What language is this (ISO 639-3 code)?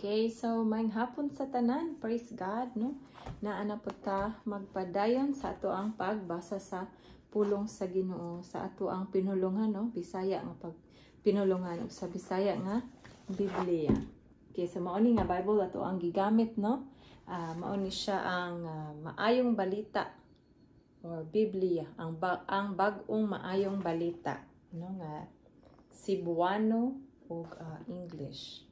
ceb